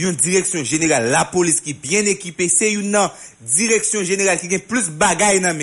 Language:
Haitian Creole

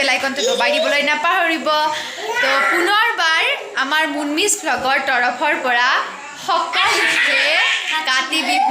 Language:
Assamese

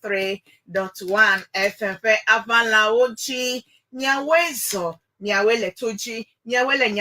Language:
Ewe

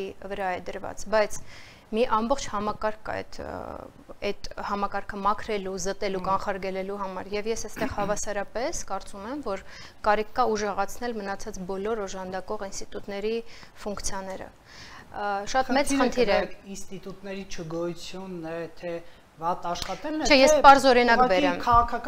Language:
Armenian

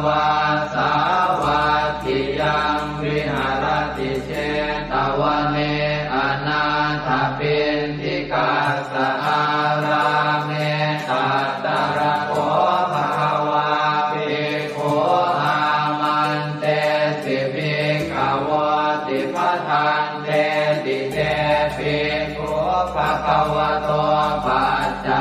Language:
Pali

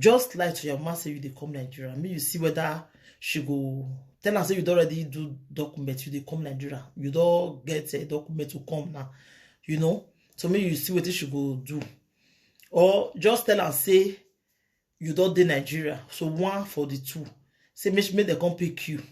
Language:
Nigerian Pidgin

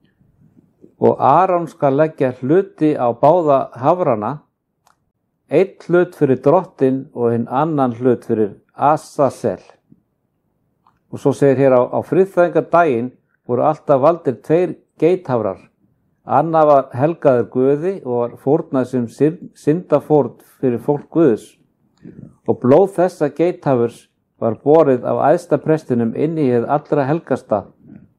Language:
Icelandic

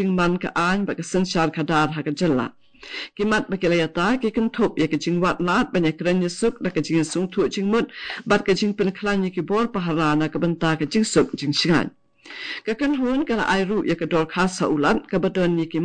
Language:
Khasi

